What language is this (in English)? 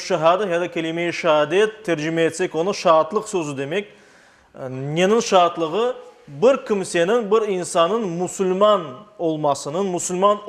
Crimean Tatar